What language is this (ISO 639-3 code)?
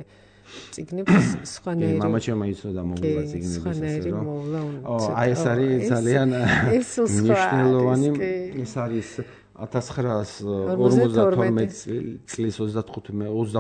kat